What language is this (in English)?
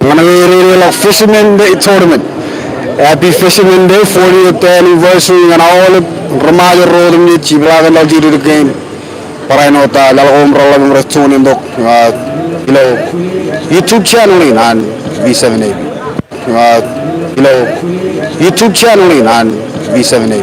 Marshallese